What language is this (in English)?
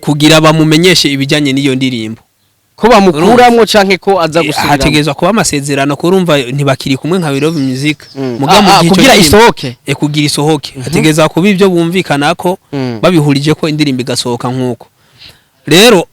Rundi